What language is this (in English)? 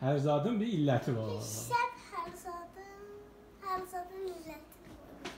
South Azerbaijani